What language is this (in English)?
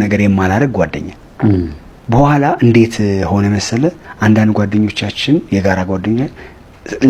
Amharic